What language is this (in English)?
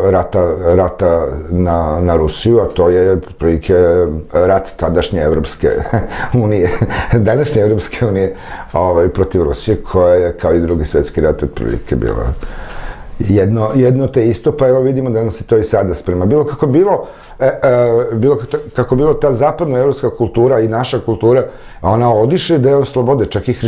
Serbian